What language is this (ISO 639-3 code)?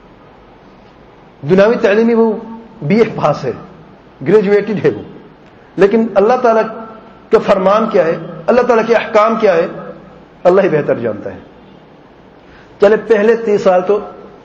urd